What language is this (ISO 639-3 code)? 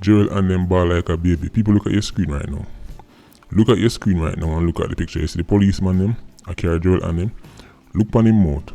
jam